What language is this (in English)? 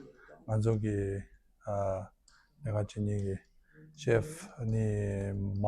Tibetan